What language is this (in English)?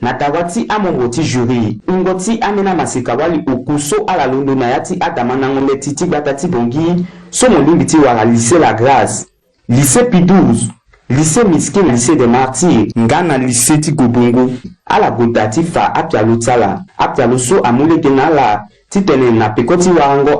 Sango